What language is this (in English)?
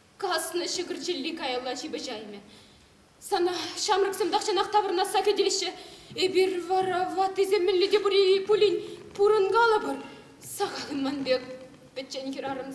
Chuvash